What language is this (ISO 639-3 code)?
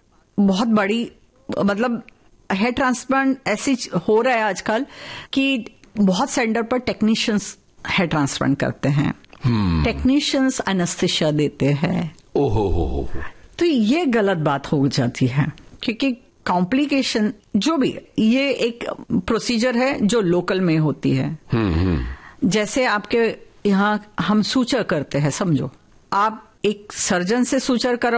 hin